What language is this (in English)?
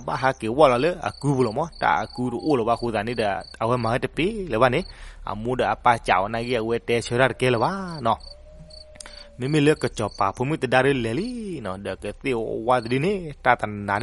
S'gaw Karen